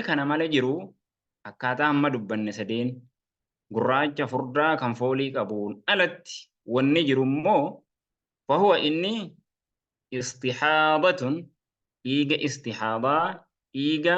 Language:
Oromo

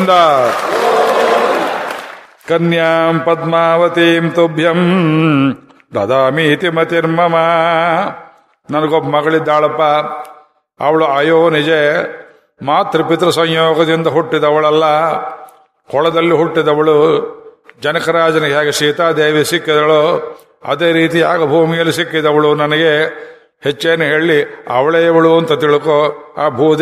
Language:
Kannada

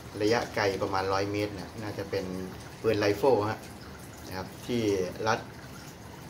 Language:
Thai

